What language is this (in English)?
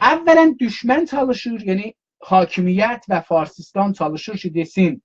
South Azerbaijani